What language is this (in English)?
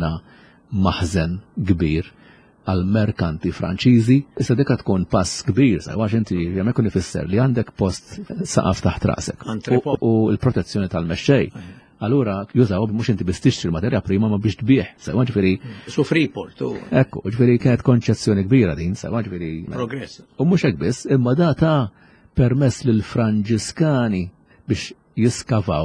Maltese